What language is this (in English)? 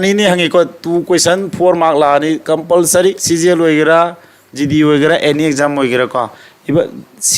Manipuri